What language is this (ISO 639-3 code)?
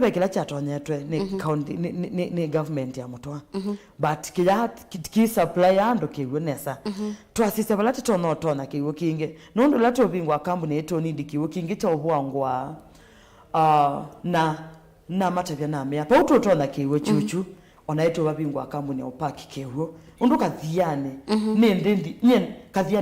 kam